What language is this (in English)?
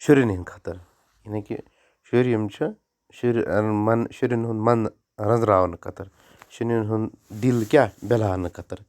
Kashmiri